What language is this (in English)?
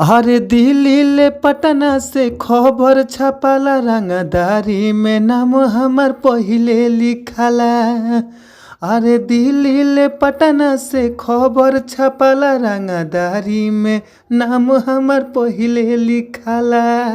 Bhojpuri